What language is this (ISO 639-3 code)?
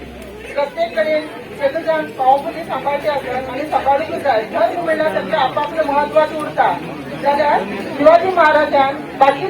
kok